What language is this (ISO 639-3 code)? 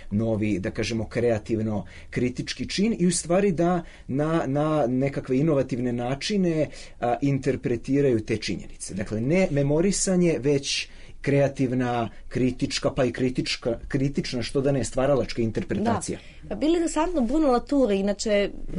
srp